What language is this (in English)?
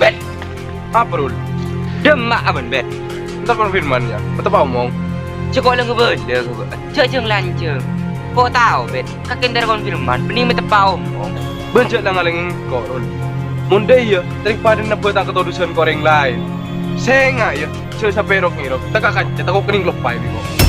Madurese